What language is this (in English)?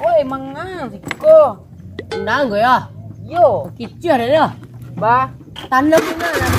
Minangkabau